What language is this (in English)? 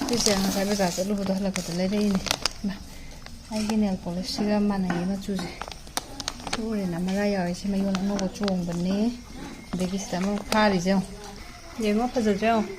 Manipuri